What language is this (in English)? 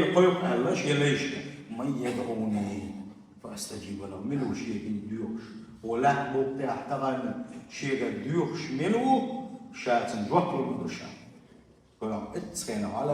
Chechen